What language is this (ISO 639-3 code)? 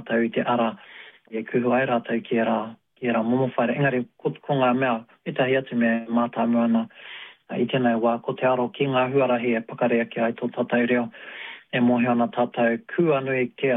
mri